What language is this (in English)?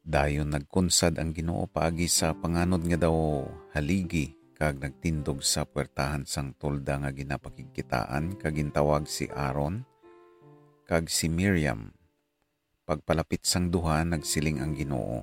Hiligaynon